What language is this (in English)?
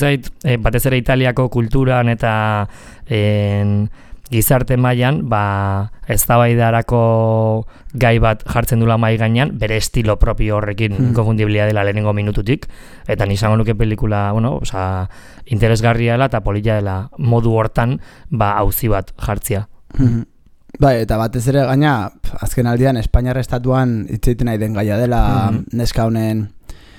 Basque